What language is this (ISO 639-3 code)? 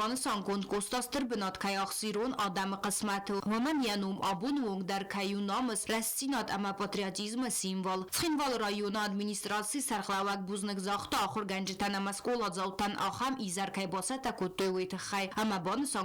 oss